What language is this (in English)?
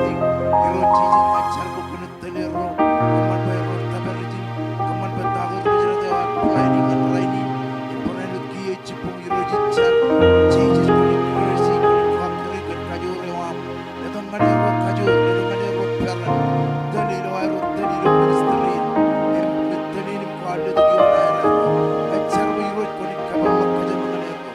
Marshallese